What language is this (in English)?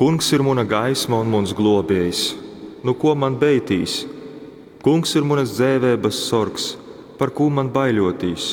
Latgalian